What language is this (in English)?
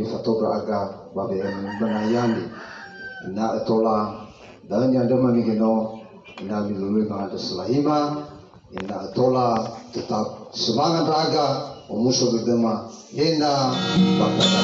Nias